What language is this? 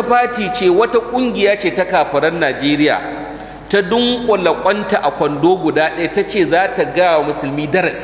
Hausa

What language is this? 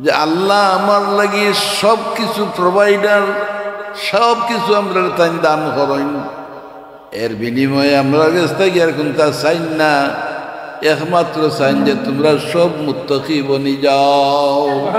Sylheti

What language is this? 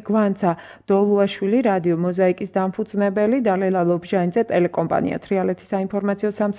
Georgian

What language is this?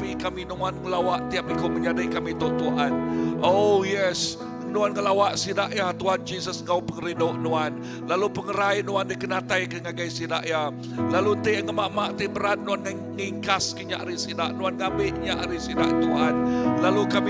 Iban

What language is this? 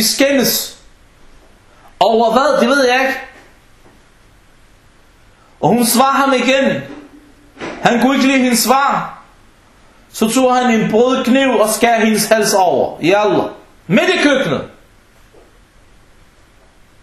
Danish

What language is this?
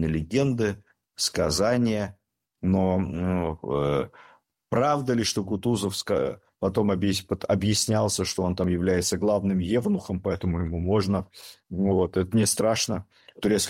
Russian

